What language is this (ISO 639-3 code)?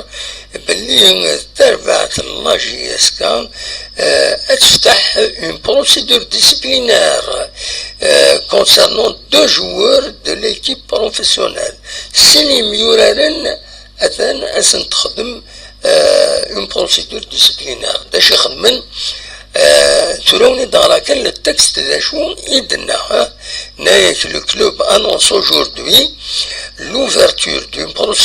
kab